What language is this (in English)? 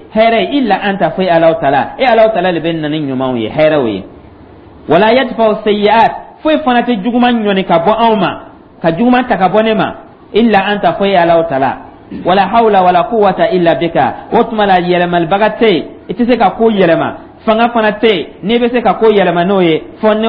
Dyula